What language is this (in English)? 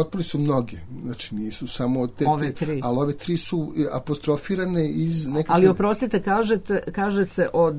Serbian